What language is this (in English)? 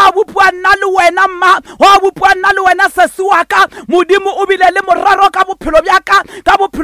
Northern Sotho